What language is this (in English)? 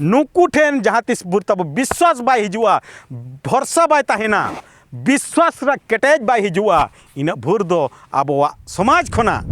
Santali